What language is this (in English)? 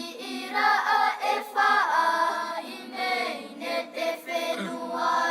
Tahitian